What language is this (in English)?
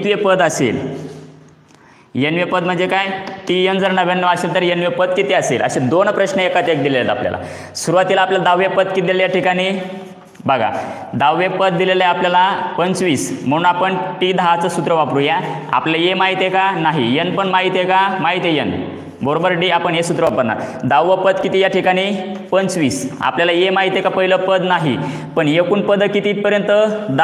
Marathi